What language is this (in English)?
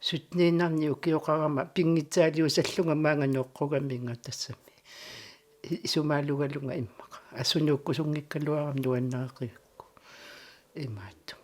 Kalaallisut